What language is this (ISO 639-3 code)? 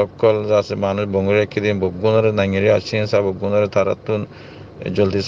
rhg